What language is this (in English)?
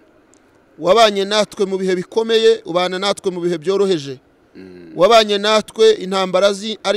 Kinyarwanda